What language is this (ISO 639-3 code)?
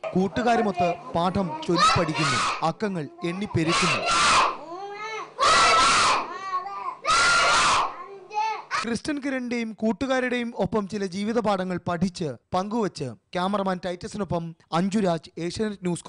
mal